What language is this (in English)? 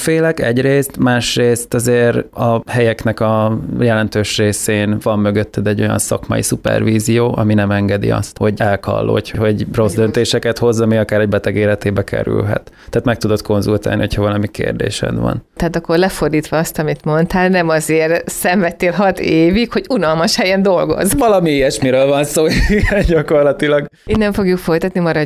Hungarian